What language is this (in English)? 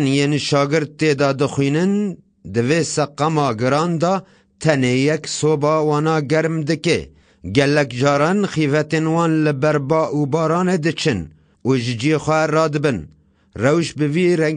Kurdish